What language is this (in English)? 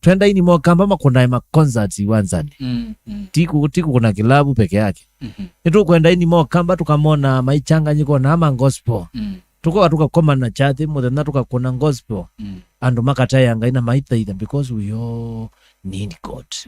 Kamba